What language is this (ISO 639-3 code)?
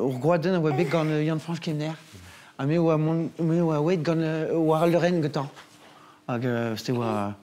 bre